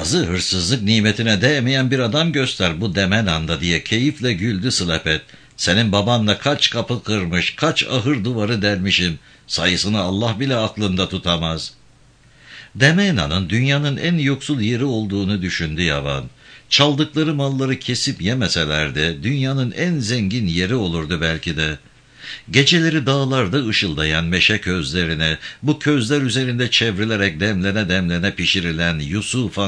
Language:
Turkish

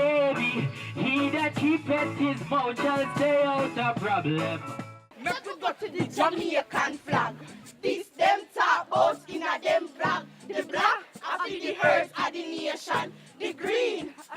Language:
Jamaican Creole English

